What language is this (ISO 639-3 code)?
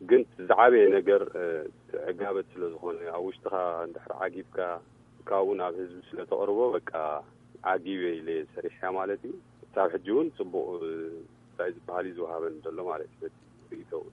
tir